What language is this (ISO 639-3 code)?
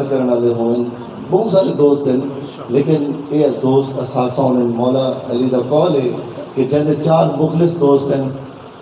skr